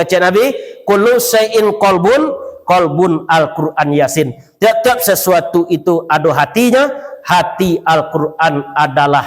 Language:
Minangkabau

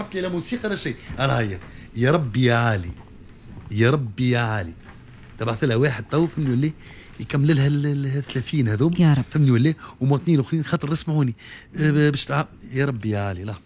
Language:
Tunisian Arabic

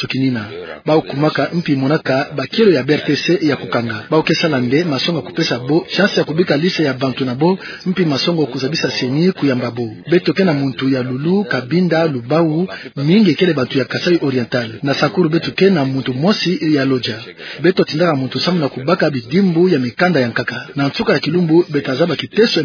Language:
Kituba (Democratic Republic of Congo)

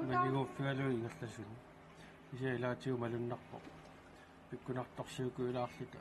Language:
Kalaallisut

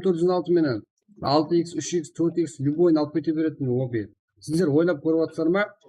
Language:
Kara-Kalpak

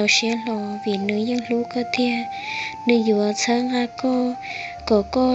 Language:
Hmong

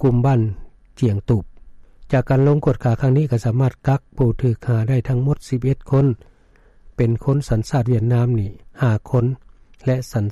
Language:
Lao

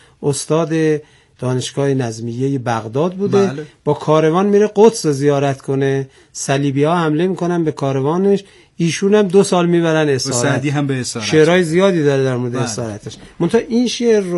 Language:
Persian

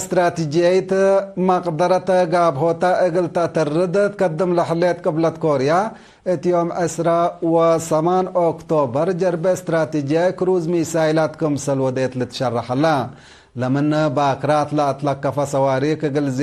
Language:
Tigre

